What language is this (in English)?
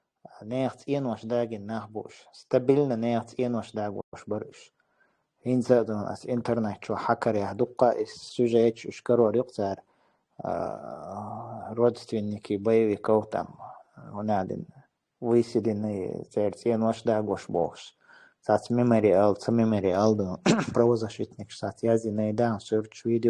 Chechen